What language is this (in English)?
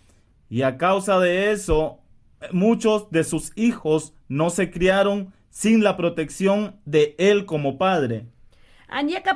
Mayangna